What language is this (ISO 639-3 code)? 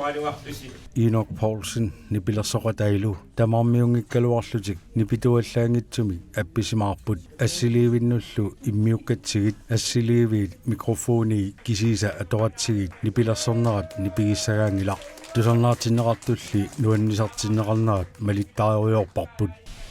kal